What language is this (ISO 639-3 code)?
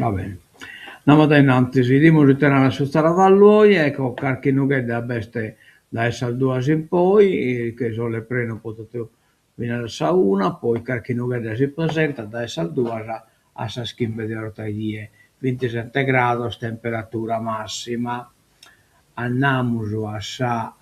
srd